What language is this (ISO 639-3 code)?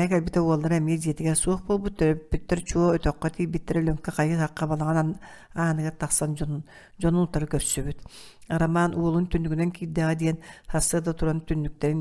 sah